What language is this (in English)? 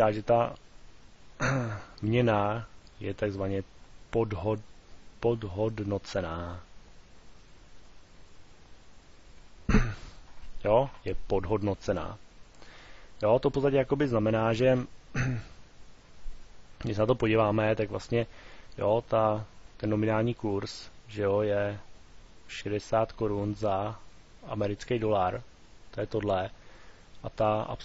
Czech